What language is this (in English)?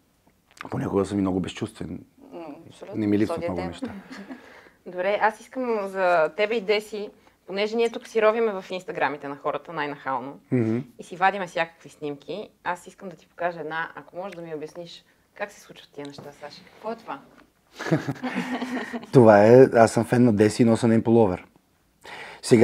Bulgarian